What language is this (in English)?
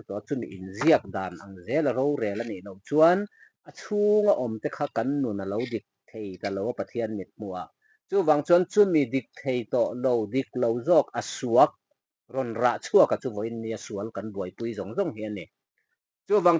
Mizo